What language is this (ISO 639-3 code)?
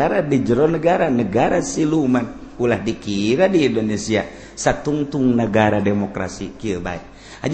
sun